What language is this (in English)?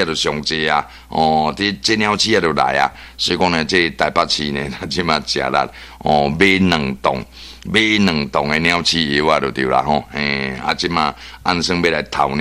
Min Nan Chinese